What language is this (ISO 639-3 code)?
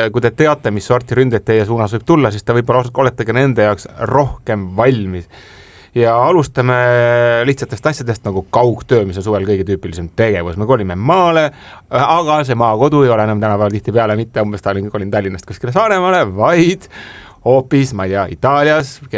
est